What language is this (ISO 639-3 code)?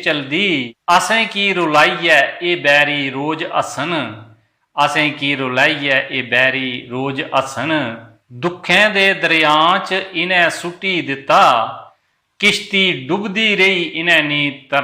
doi